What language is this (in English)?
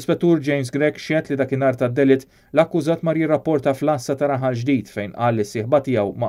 Maltese